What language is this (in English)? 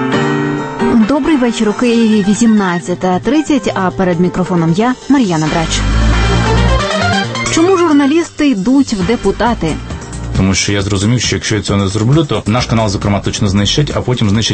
Ukrainian